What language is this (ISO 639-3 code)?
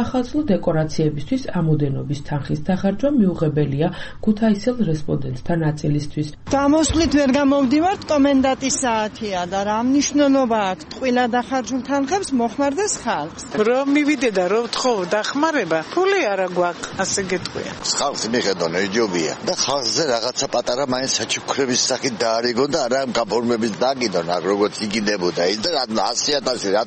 kat